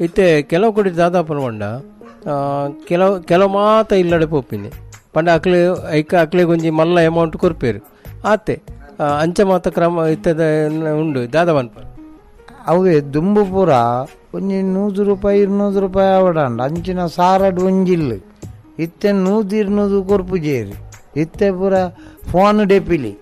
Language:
Tulu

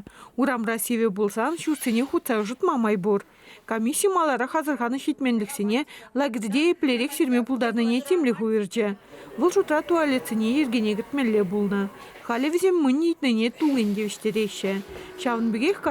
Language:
Chuvash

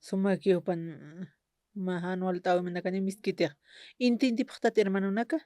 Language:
Aymara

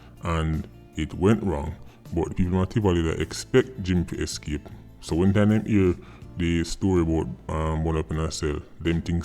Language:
Jamaican Creole English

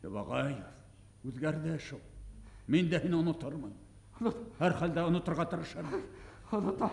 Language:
Bashkir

